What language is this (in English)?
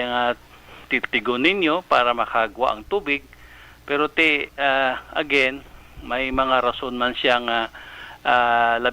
Hiligaynon